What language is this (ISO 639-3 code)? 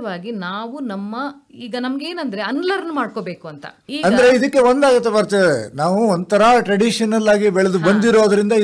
kan